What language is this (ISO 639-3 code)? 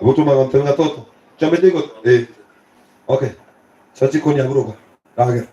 guz